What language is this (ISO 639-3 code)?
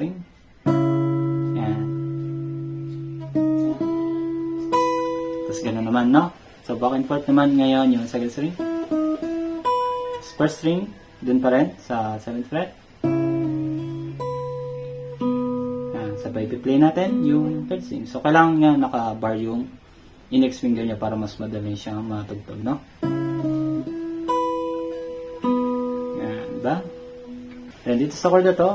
fil